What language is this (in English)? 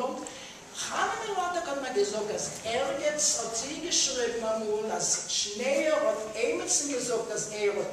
Yiddish